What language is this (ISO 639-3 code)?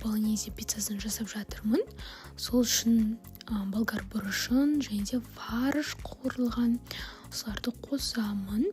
kaz